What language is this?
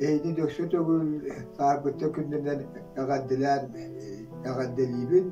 Yakut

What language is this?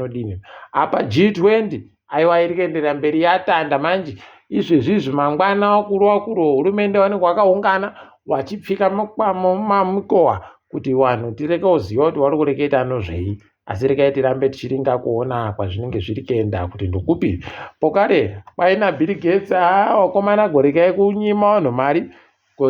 Ndau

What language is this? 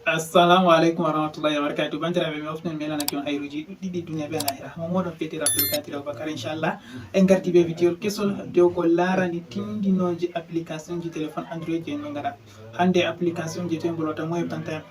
Fula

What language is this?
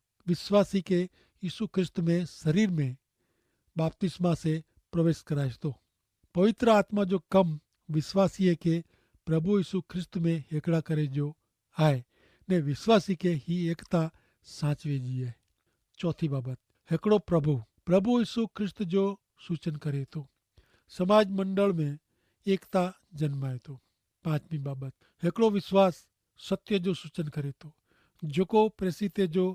Kachhi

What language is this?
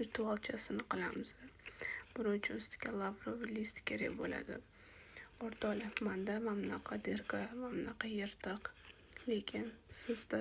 Uzbek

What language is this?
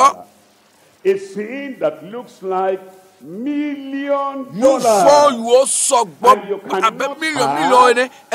Ewe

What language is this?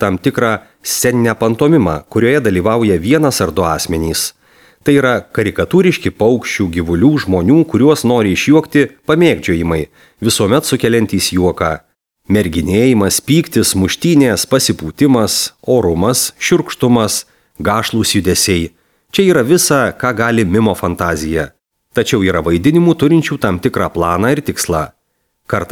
Lithuanian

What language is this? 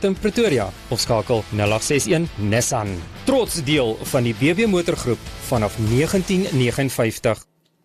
Afrikaans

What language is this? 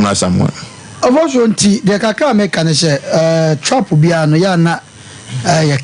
Akan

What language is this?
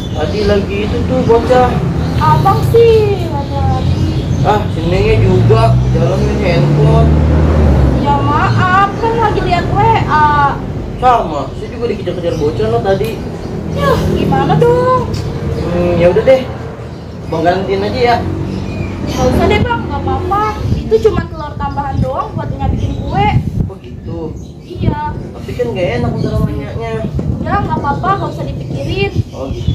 Betawi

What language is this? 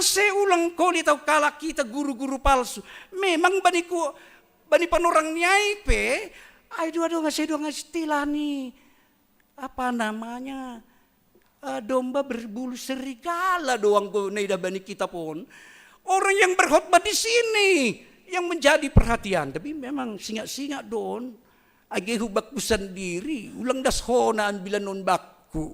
Batak Simalungun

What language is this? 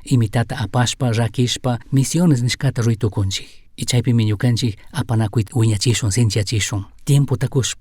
Chimborazo Highland Quichua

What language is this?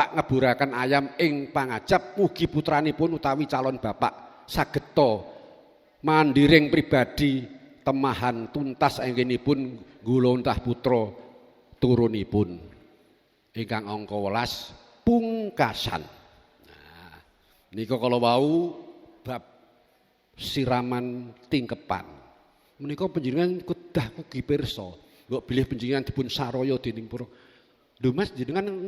Javanese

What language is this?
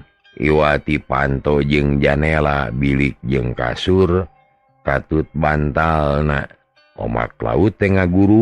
Sundanese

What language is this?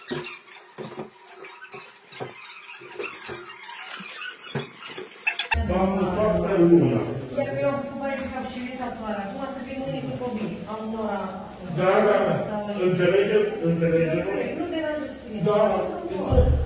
Romanian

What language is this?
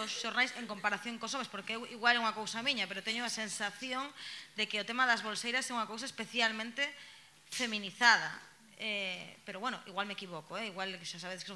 Galician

